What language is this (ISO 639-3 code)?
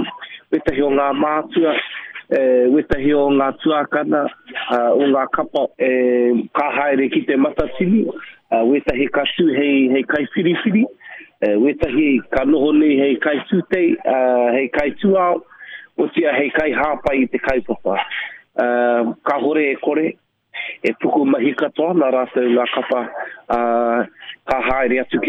mri